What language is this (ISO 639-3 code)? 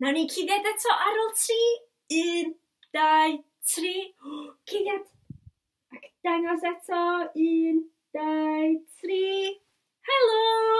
cym